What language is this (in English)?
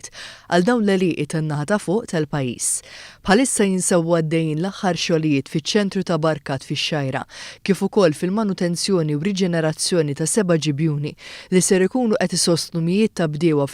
Maltese